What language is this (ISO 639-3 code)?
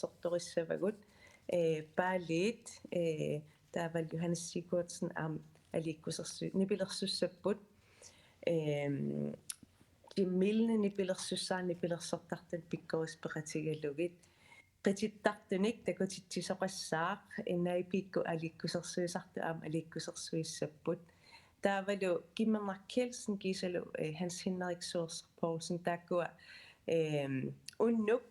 kal